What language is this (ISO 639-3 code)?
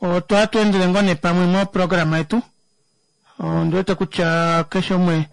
kua